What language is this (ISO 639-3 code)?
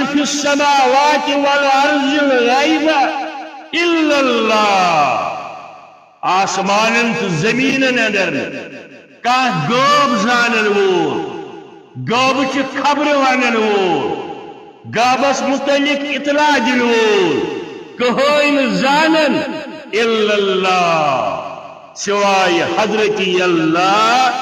kas